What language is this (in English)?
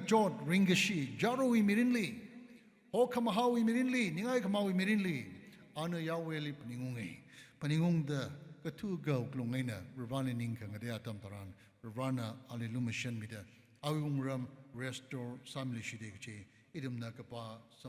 Tangkhul Naga (India)